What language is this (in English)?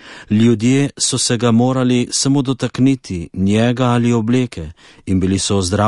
Slovenian